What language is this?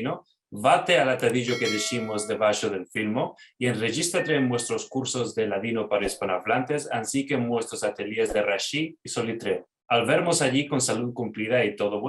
Ladino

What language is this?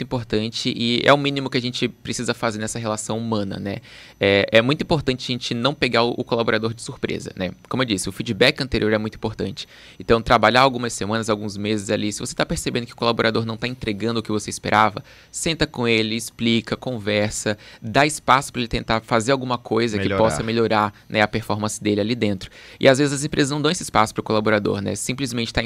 Portuguese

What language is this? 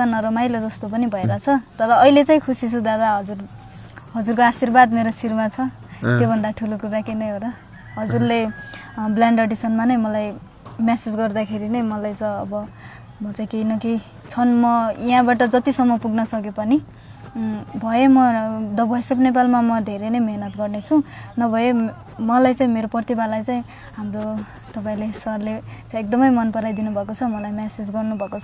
Nepali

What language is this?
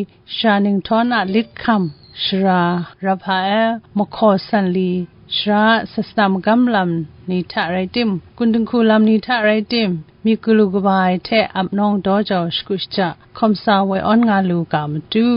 Kachin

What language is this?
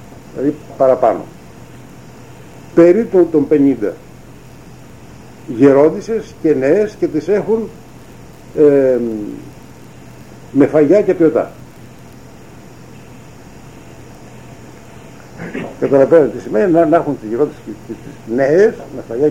Greek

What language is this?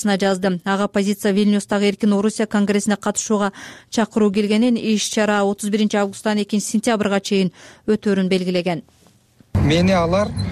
Kyrgyz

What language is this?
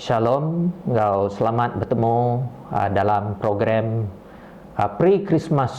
Iban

